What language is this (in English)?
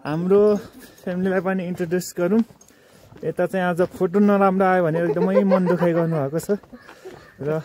Nepali